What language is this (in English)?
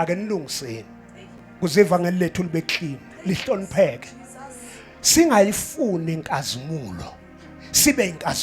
Zulu